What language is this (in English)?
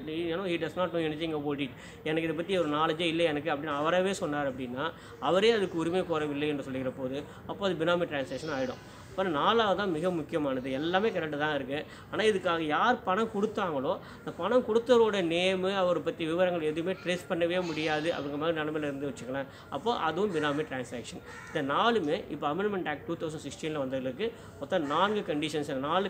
Tamil